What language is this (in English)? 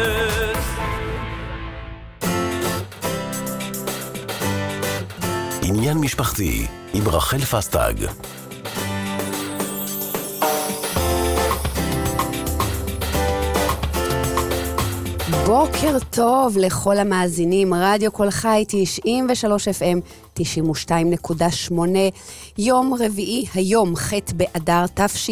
Hebrew